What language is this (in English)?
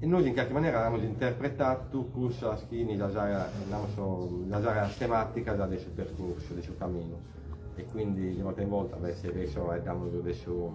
Sardinian